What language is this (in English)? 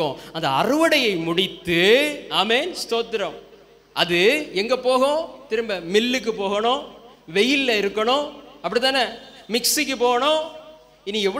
Tamil